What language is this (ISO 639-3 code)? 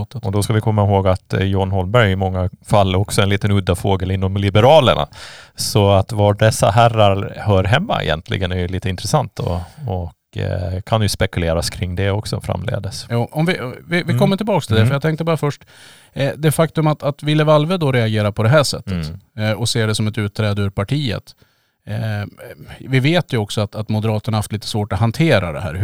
swe